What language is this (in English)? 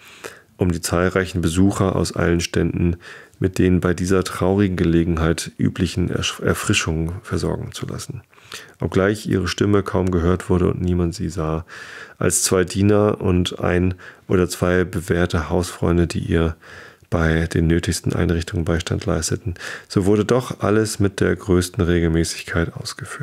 German